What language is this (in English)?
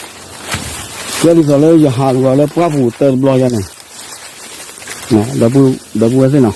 S'gaw Karen